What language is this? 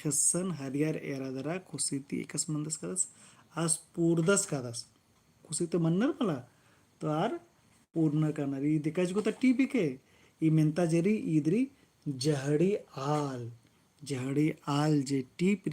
Kurukh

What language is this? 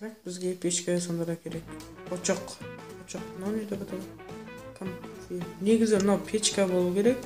Kara-Kalpak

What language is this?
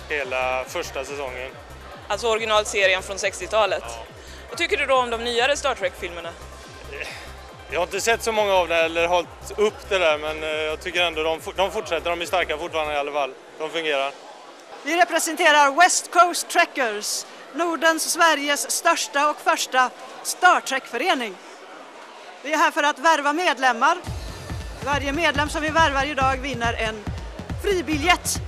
Swedish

